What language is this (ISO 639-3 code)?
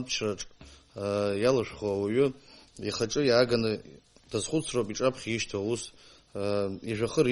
abk